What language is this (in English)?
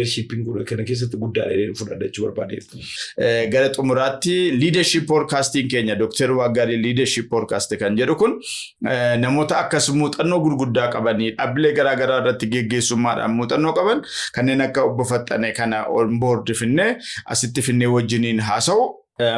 Oromo